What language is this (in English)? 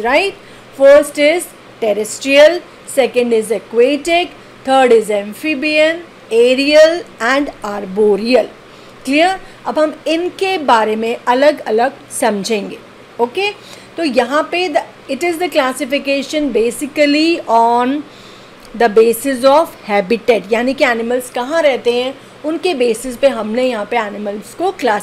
Hindi